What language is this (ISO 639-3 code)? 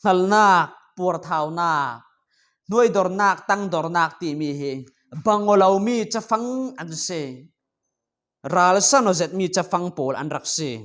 cfm